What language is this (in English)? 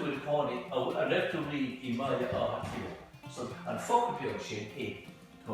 Irish